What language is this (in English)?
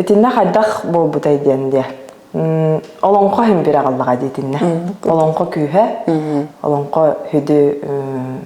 Yakut